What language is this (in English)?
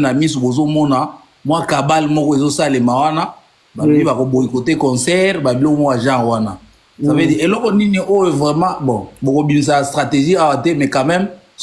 Lingala